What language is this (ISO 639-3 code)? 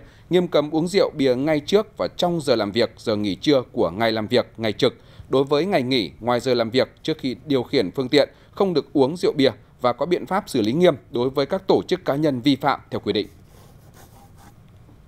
vie